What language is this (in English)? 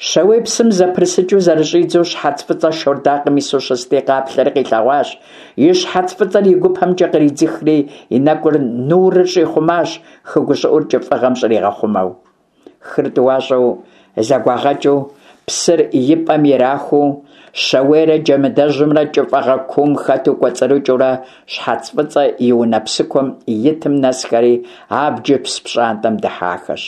Kabardian